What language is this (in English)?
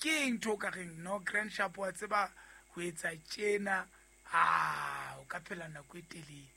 Southern Sotho